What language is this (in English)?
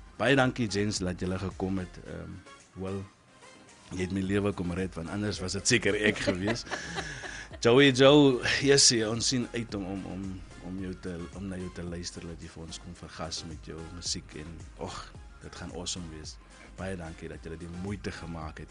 Afrikaans